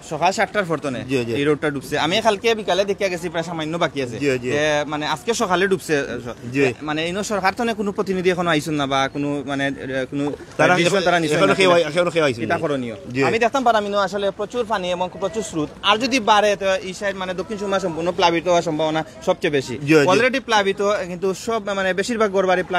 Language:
Sylheti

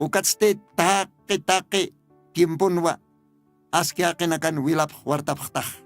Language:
Aymara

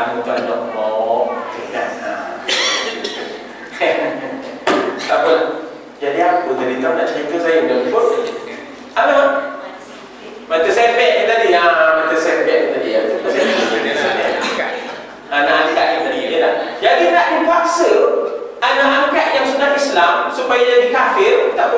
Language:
Malay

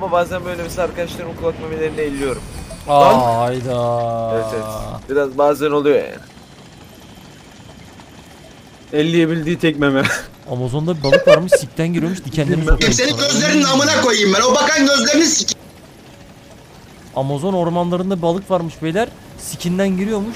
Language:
Turkish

